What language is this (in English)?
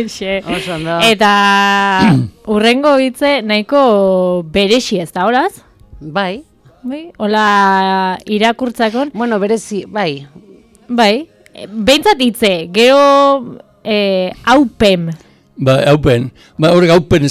Basque